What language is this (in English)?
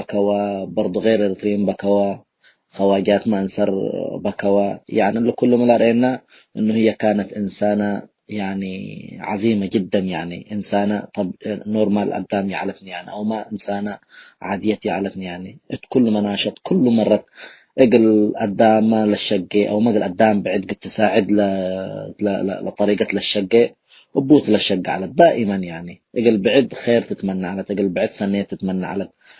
Tigre